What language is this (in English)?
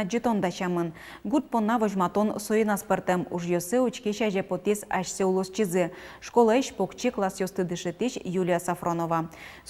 Udmurt